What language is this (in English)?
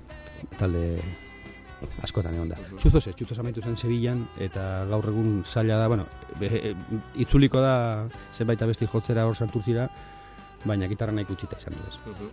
Basque